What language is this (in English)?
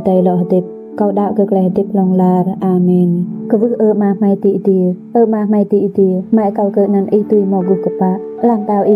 Rade